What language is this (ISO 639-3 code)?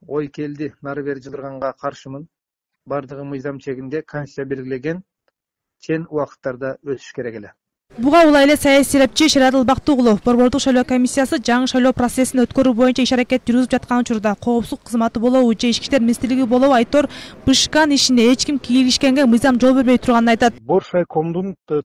kir